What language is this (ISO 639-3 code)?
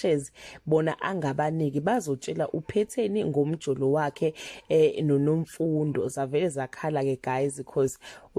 zul